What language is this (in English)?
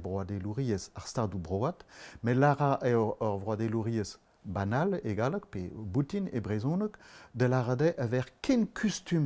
Breton